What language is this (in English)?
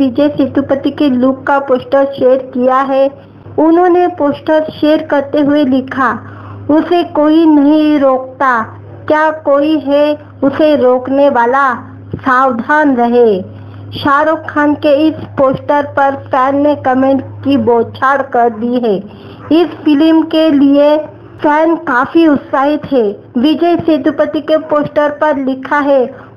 Hindi